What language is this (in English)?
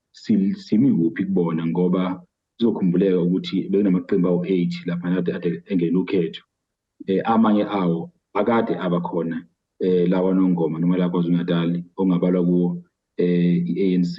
Zulu